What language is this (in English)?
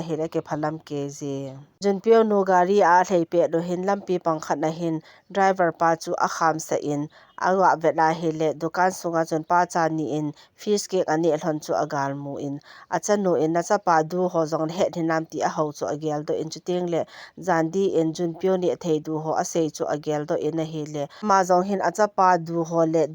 Thado Chin